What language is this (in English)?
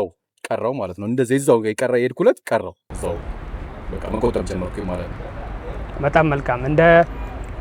Amharic